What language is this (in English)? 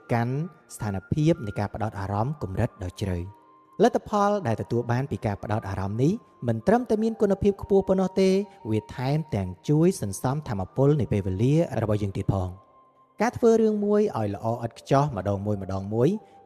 Khmer